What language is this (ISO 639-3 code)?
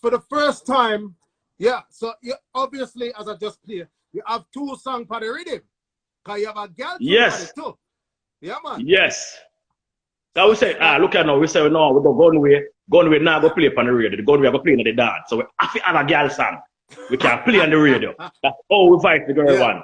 jam